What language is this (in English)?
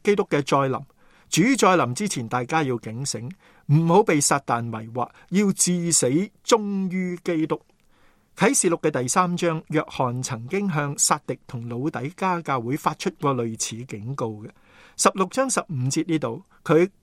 Cantonese